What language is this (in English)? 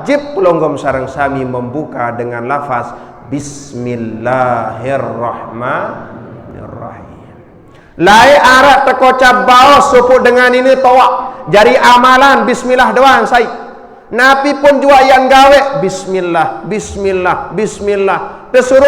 Sasak